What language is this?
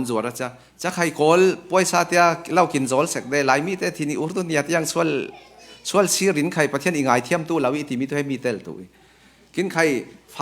Falam Chin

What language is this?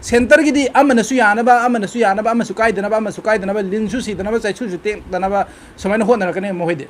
Manipuri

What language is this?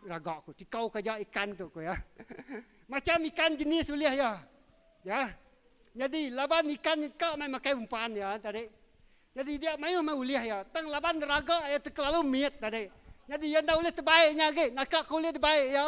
Iban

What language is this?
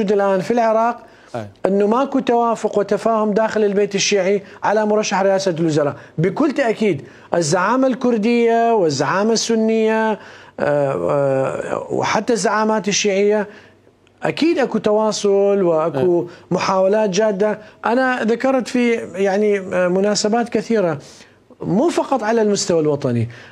Mesopotamian Arabic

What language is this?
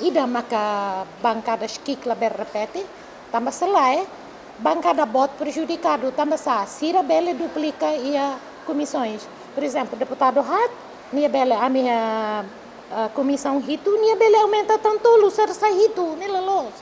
Tetum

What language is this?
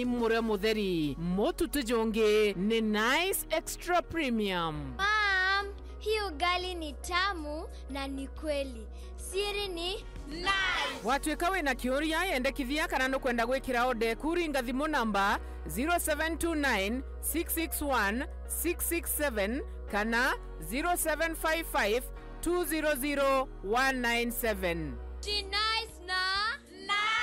Meru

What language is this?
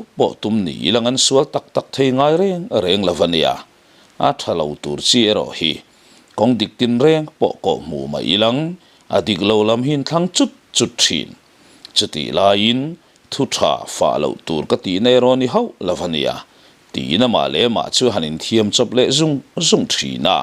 Mizo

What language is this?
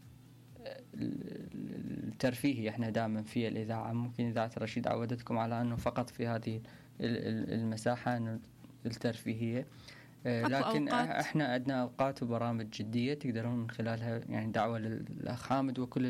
Mesopotamian Arabic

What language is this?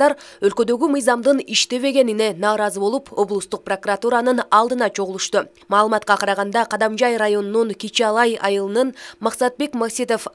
Kyrgyz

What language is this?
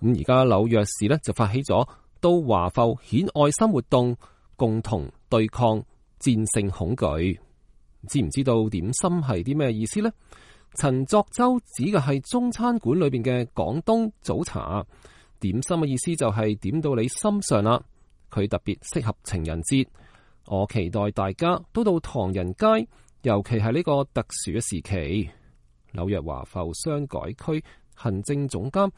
Cantonese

